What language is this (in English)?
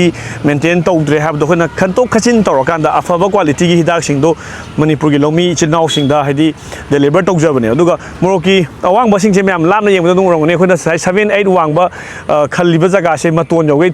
Manipuri